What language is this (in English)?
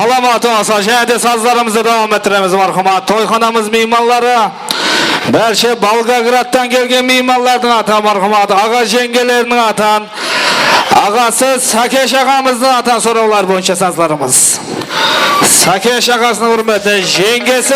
Kara-Kalpak